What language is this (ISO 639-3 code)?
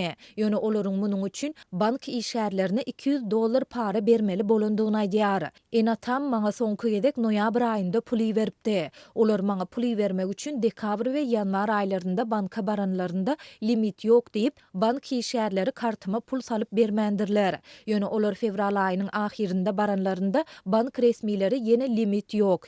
tuk